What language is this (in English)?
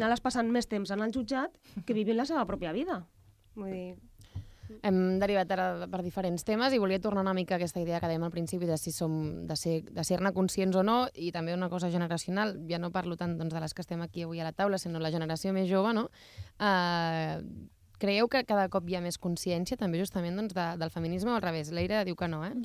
Catalan